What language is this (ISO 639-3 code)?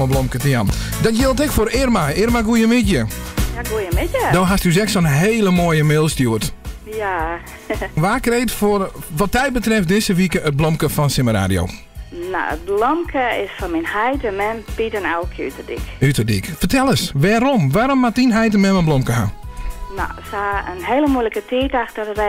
fry